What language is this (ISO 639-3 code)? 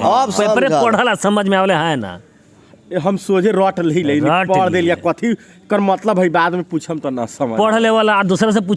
bho